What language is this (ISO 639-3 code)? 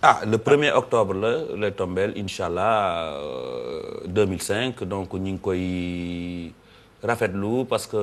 wol